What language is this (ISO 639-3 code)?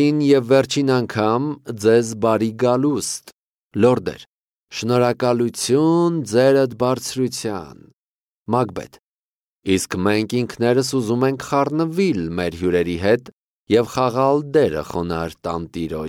hye